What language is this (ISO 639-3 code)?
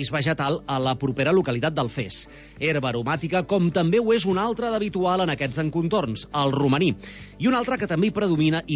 cat